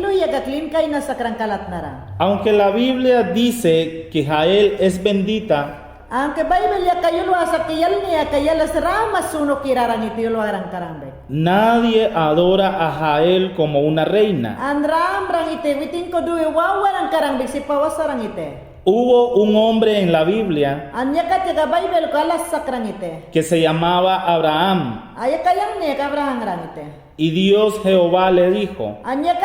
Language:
Mayangna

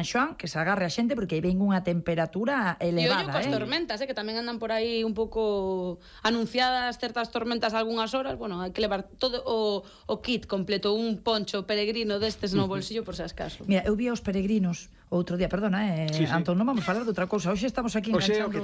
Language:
Galician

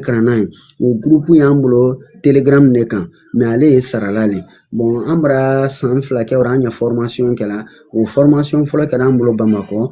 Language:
Bambara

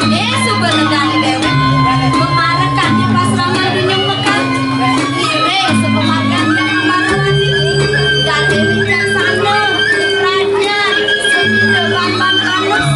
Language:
Balinese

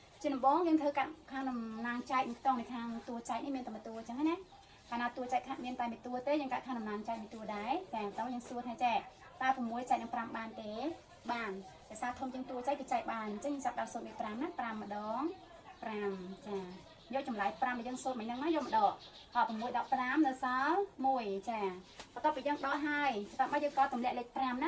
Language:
Khmer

